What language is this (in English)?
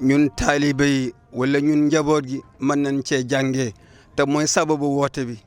Wolof